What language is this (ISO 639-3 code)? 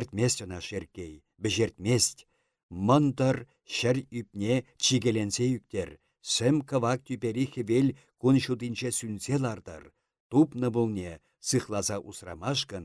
chv